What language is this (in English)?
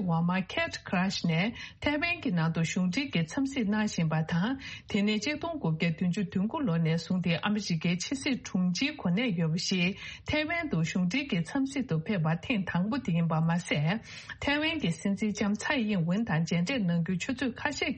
Tibetan